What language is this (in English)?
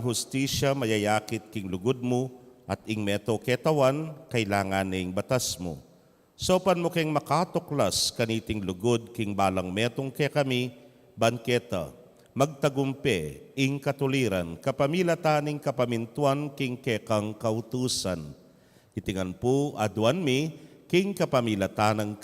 Pampanga